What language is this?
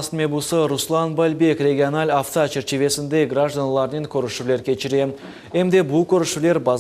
Crimean Tatar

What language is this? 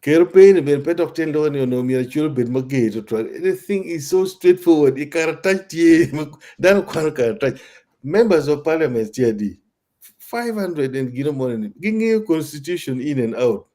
Acoli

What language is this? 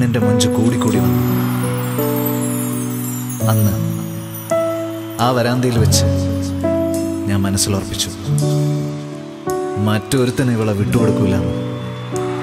Malayalam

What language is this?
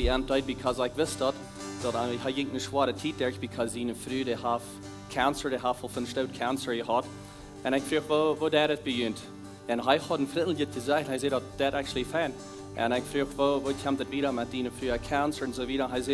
Plautdietsch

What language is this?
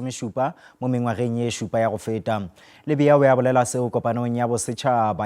Northern Sotho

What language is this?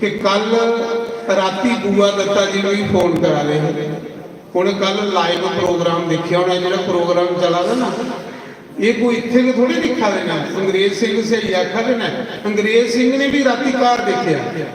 Dogri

